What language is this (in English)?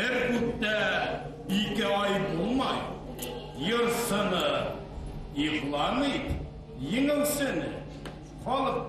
Bashkir